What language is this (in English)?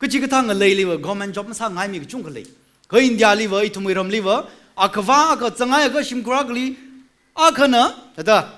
Tangkhul Naga (India)